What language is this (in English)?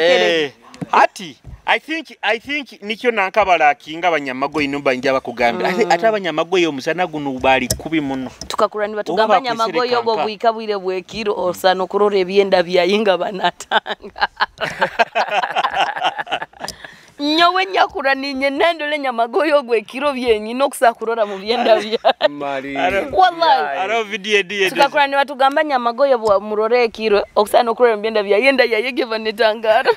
Nyoro